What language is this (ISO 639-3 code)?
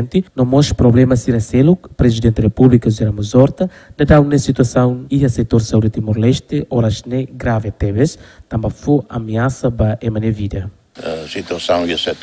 tet